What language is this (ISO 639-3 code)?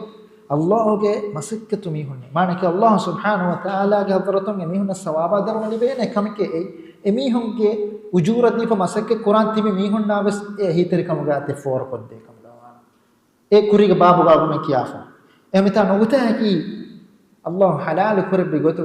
div